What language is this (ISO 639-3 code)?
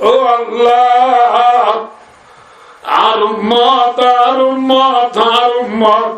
rhg